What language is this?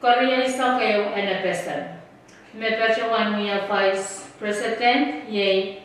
Pohnpeian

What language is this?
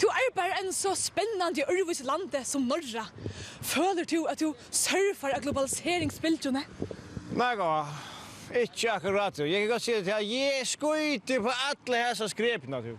Faroese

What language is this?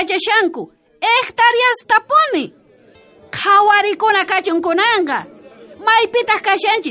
South Bolivian Quechua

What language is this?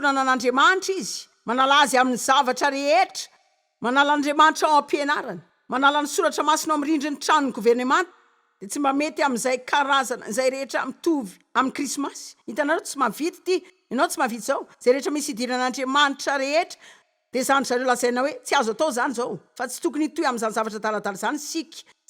Malagasy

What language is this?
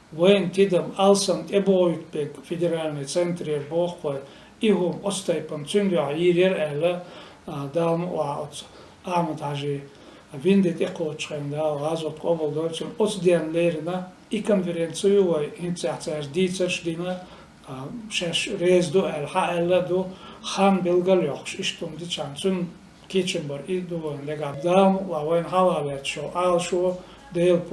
Chechen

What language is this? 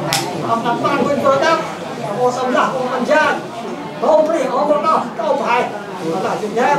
Central Mnong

